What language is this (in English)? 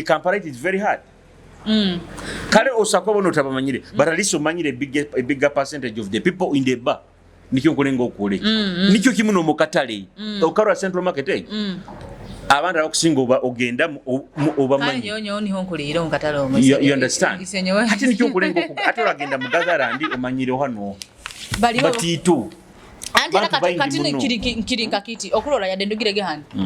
Nyoro